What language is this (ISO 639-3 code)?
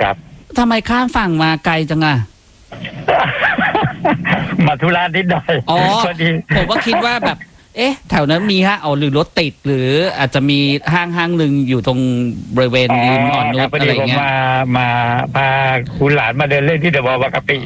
tha